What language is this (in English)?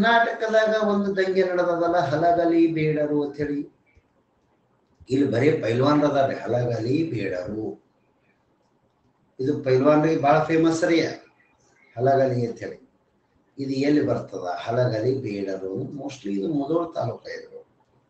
Kannada